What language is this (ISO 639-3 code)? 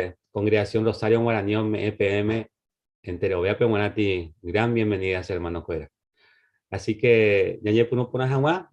grn